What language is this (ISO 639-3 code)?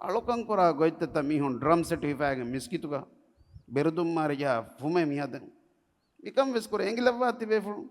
div